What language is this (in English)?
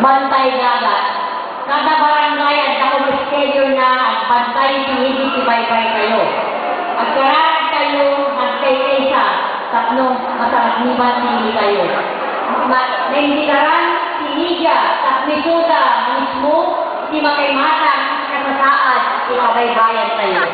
Iloko